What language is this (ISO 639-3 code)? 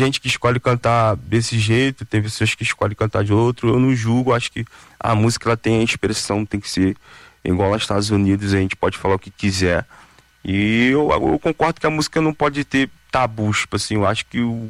por